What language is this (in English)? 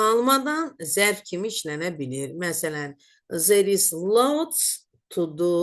Azerbaijani